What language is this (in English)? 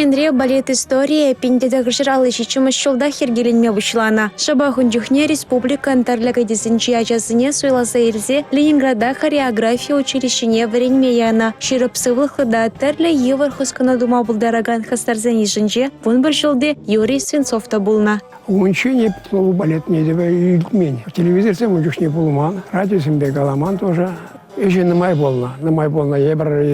Chuvash